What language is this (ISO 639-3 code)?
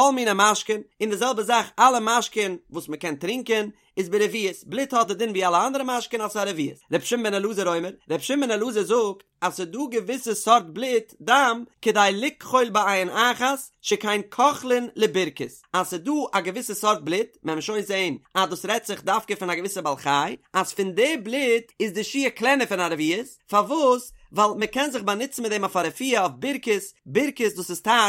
yid